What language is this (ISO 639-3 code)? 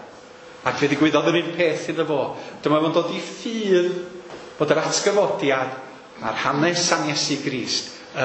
cym